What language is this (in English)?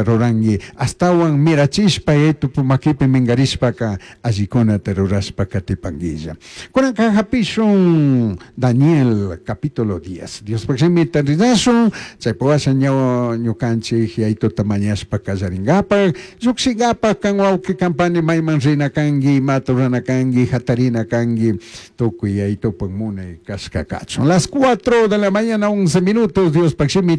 Chimborazo Highland Quichua